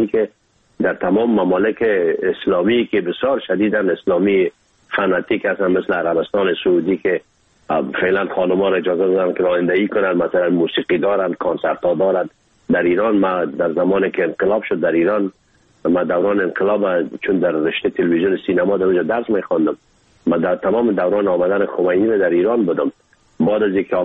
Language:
Persian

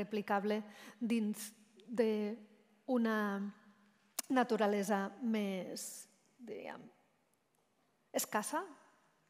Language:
Catalan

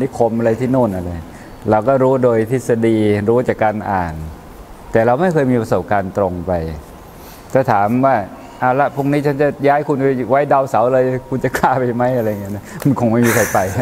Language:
Thai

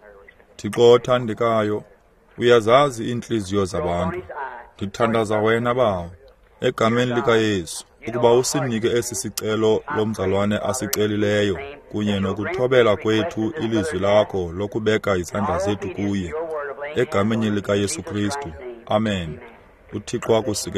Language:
Xhosa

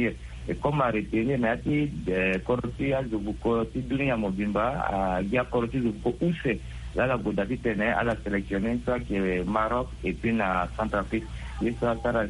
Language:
Sango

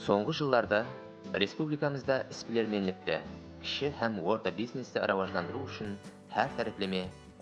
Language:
Kara-Kalpak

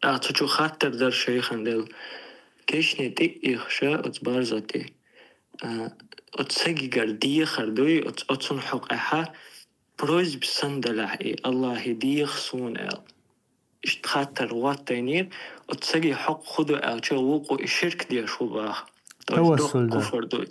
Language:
Chechen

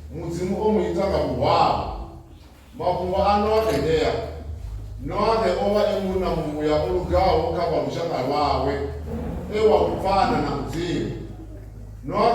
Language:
Venda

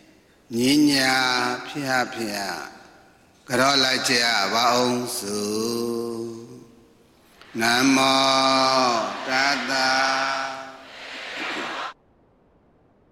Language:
Burmese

